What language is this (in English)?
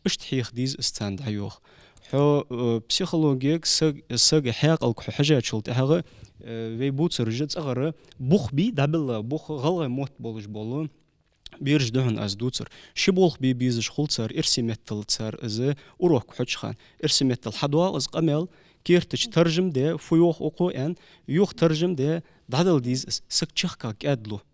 Ingush